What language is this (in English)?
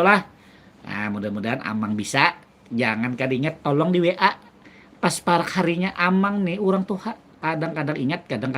Banjar